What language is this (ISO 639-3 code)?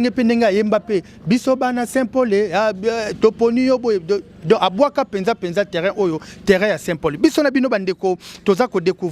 lin